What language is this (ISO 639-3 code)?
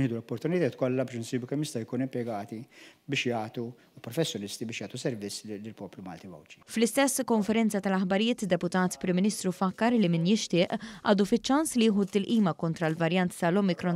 mlt